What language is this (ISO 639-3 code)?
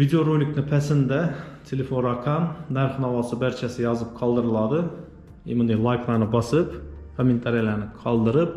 uzb